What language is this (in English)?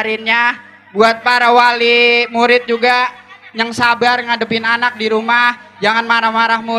Betawi